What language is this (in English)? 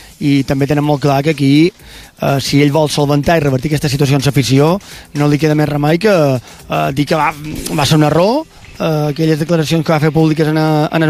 Catalan